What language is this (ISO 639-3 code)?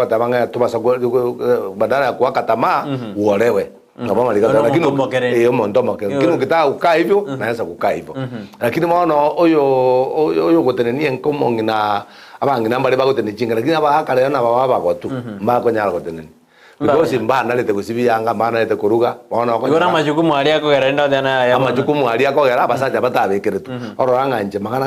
guz